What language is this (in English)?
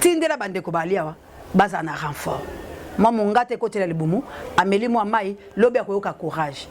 Lingala